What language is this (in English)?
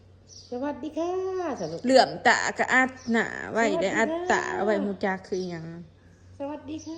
Northeastern Thai